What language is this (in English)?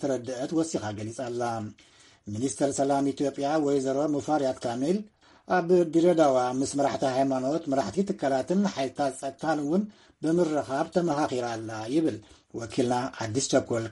Tigrinya